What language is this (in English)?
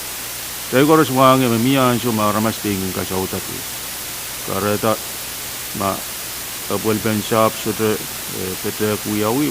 Pohnpeian